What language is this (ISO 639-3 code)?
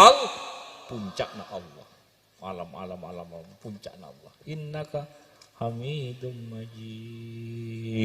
mad